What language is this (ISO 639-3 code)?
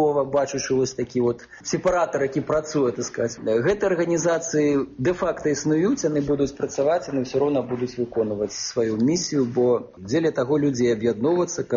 bel